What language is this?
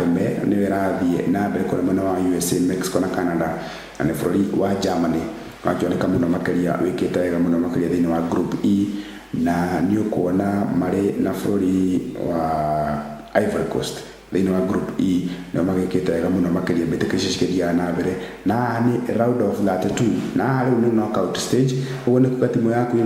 Kikuyu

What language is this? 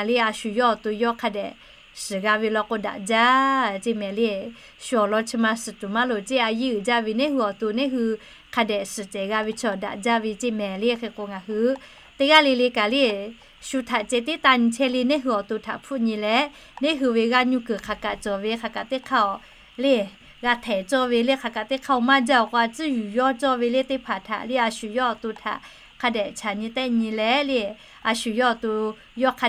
Lahu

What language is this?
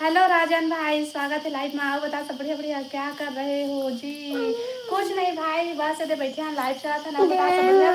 Chhattisgarhi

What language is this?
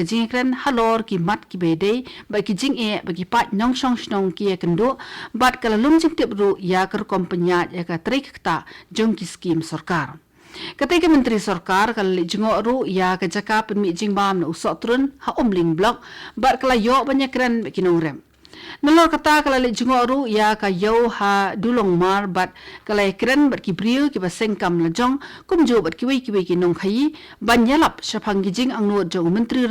Khasi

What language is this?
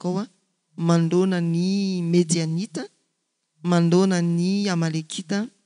Malagasy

